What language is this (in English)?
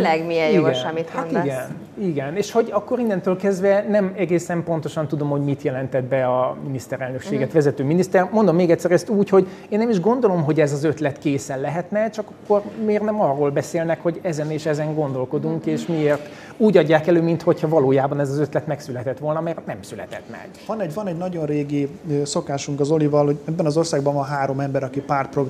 Hungarian